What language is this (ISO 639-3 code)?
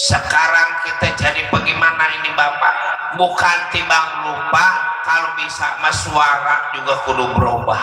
bew